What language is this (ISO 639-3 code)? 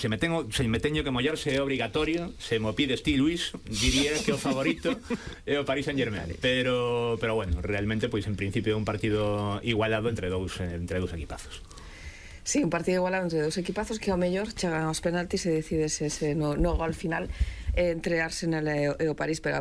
glg